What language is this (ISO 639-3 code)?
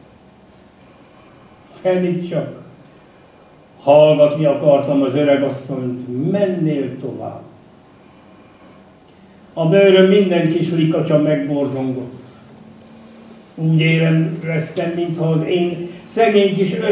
hun